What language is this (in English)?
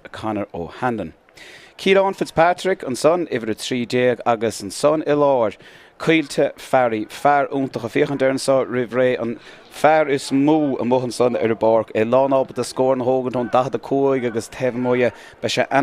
Irish